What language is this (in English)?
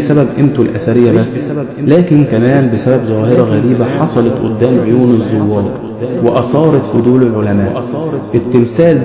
Egyptian Arabic